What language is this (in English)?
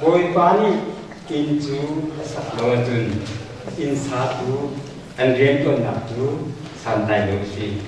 Hakha Chin